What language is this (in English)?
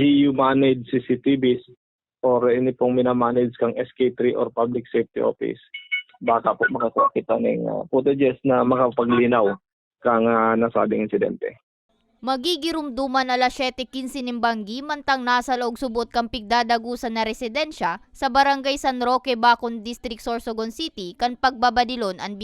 Bikol